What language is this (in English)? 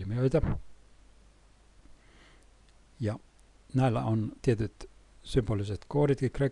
Finnish